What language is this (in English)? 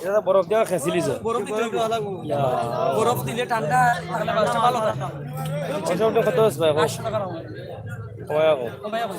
Sylheti